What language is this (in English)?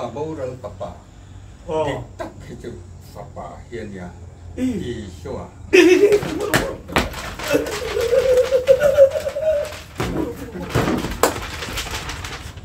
Mizo